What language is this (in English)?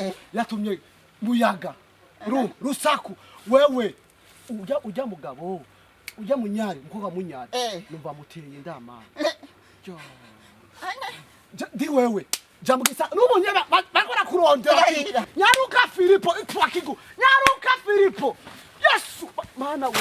Rundi